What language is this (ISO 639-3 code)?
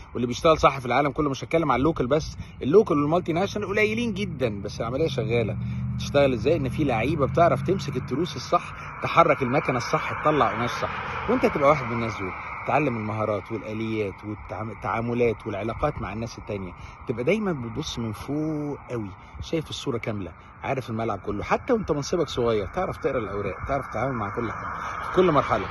arz